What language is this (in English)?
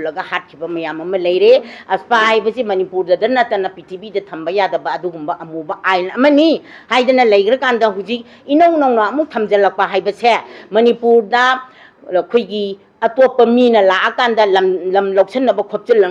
Manipuri